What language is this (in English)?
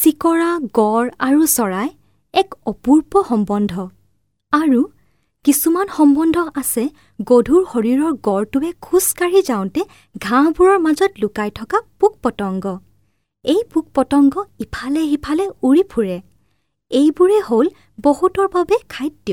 Assamese